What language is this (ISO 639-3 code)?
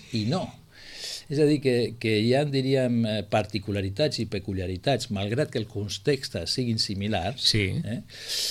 cat